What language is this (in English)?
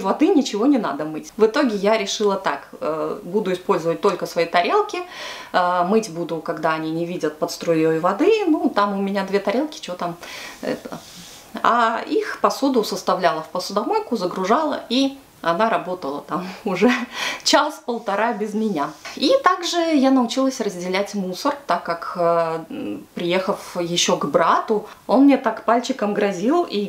Russian